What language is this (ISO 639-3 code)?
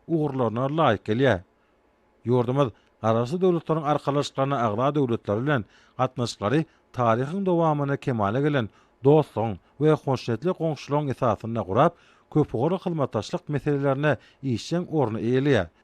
tuk